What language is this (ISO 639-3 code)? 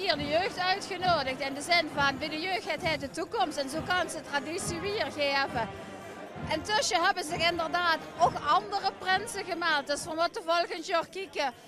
lim